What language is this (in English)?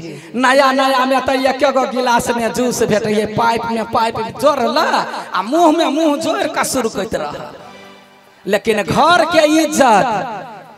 Maithili